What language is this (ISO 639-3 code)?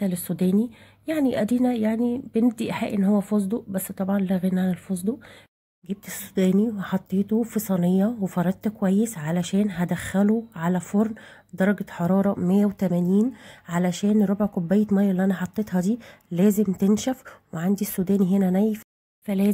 arz